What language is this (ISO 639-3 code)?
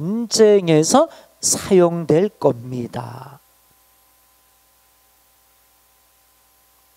kor